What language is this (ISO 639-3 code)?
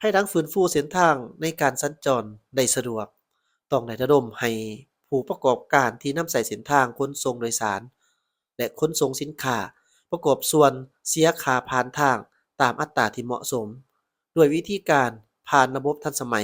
lao